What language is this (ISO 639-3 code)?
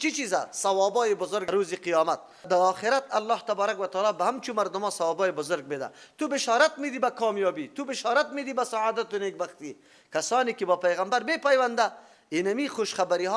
fas